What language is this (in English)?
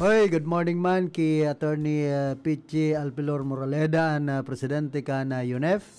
Bikol